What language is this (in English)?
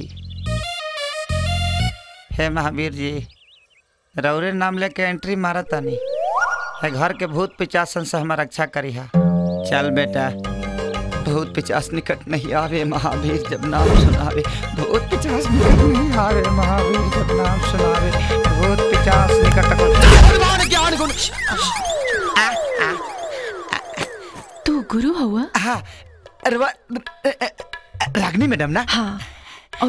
Bhojpuri